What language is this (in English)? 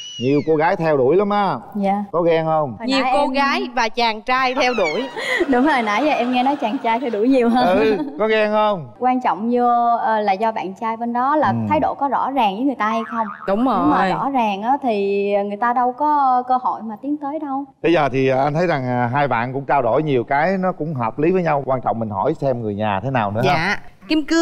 Vietnamese